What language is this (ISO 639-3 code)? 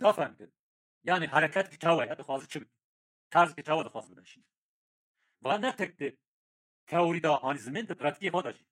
kur